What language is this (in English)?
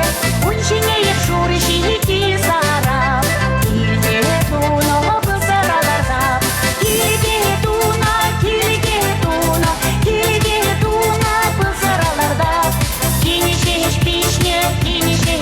Chuvash